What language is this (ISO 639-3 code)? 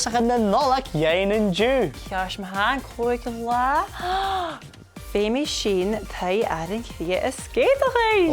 gla